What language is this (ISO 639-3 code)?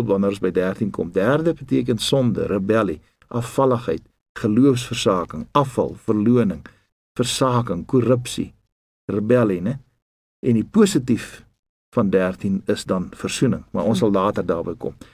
afr